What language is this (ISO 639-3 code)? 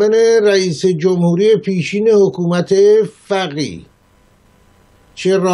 fas